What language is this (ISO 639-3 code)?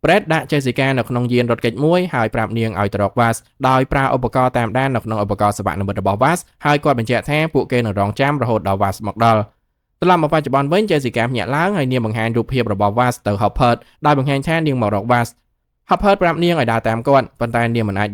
khm